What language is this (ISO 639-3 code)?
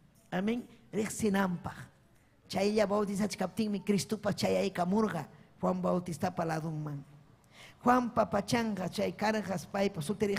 quy